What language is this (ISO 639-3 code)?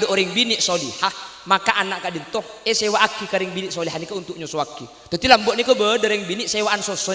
mad